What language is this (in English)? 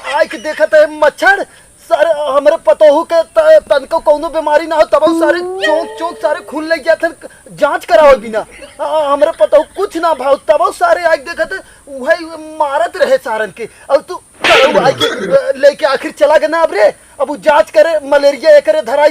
Awadhi